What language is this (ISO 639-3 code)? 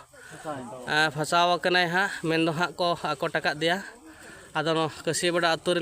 sat